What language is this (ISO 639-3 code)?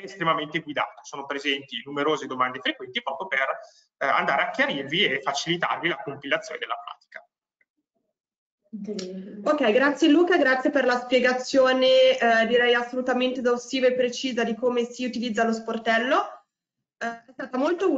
ita